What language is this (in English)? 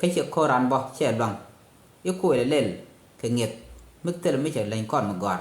Nuer